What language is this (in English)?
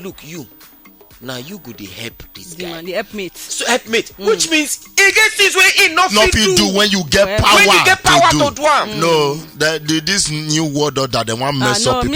Nigerian Pidgin